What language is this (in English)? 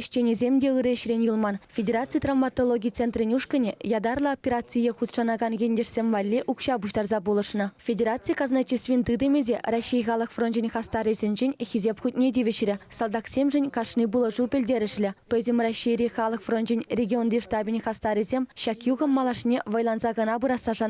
Chuvash